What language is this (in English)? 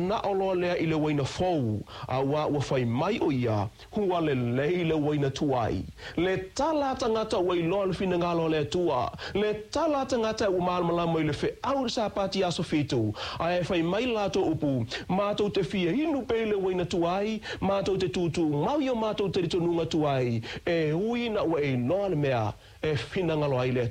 Samoan